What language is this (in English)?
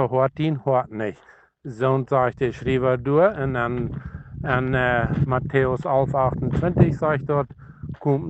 Plautdietsch